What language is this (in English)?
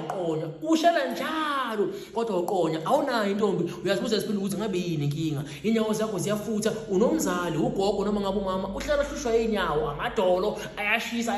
Zulu